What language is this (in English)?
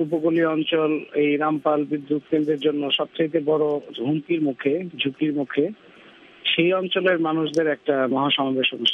Bangla